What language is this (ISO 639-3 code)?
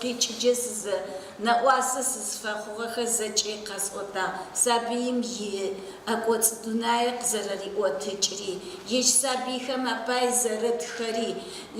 ady